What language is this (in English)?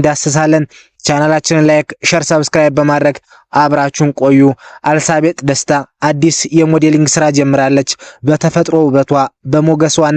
Amharic